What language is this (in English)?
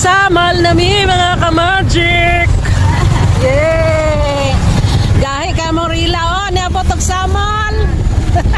Cebuano